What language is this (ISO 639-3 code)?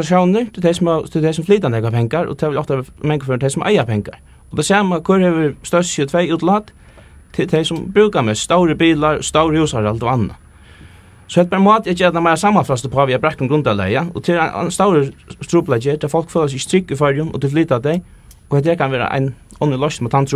fao